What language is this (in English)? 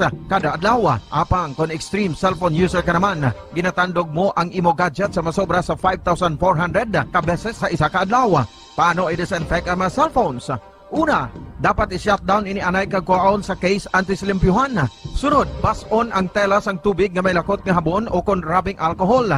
Hiligaynon